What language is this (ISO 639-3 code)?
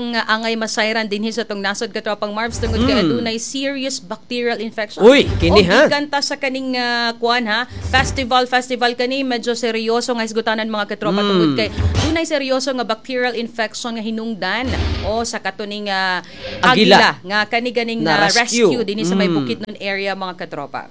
ceb